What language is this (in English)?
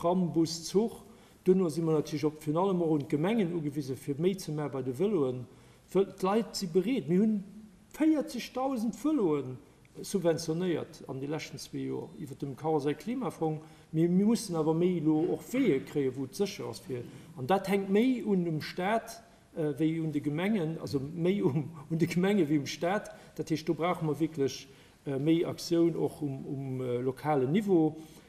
Luxembourgish